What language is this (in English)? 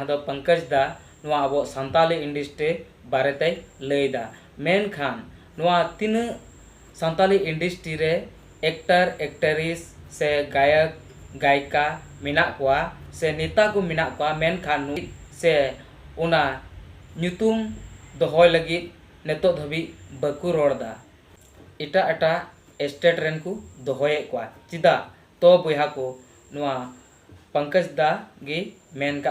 Santali